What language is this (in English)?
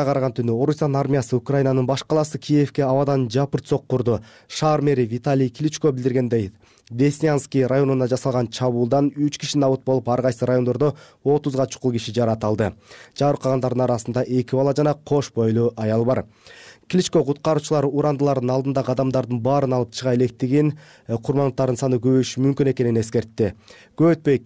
Kyrgyz